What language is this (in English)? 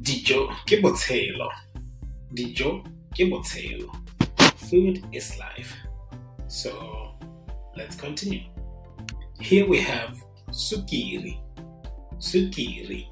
Tswana